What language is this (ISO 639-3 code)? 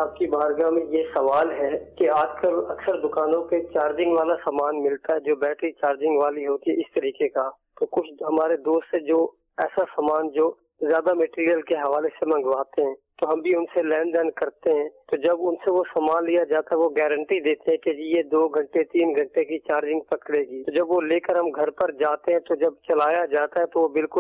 urd